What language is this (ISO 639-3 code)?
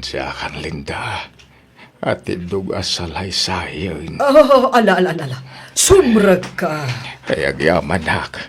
ilo